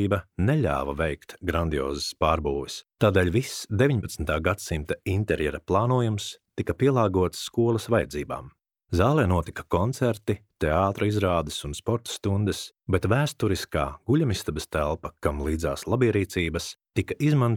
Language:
Latvian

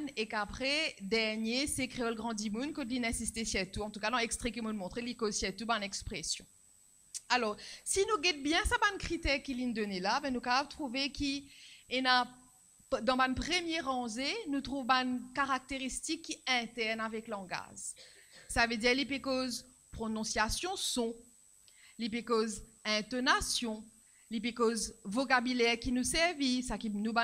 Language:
Morisyen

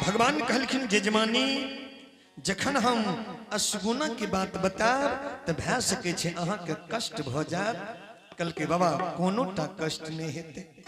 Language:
Angika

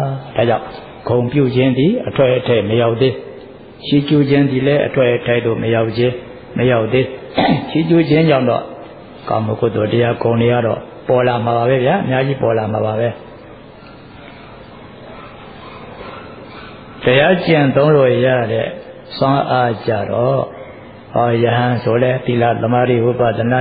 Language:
Burmese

